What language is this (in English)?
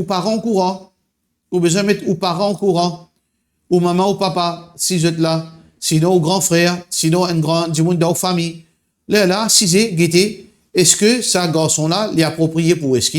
Morisyen